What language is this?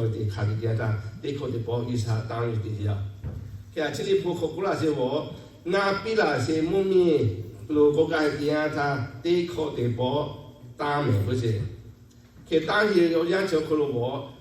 Lahu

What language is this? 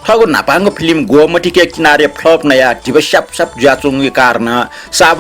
Newari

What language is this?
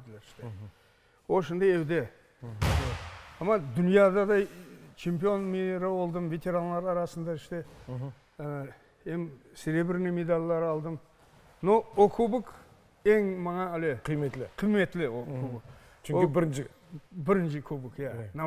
Crimean Tatar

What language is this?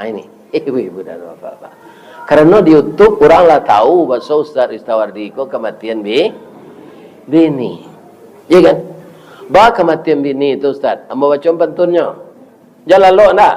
Minangkabau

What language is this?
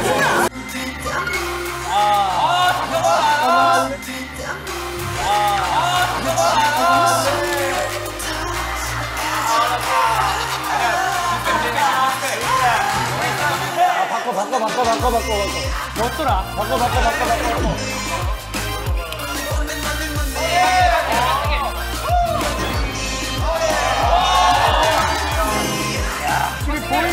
Korean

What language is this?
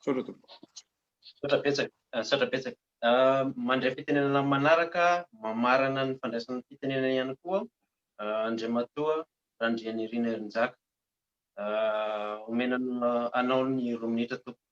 Malagasy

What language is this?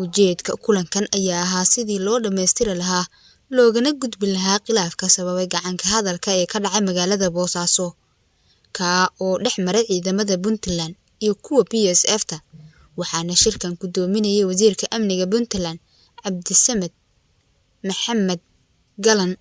Somali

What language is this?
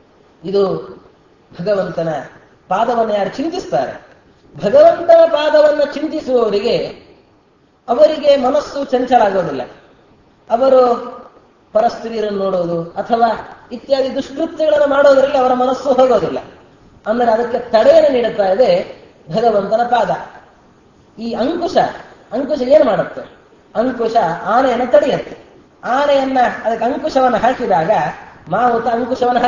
Kannada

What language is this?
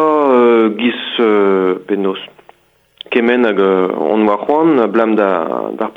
Breton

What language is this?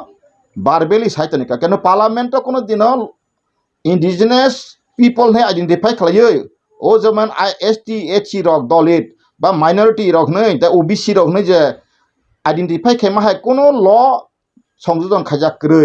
Kok Borok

